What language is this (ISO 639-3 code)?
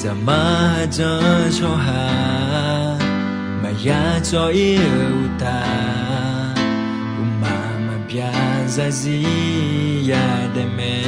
ahk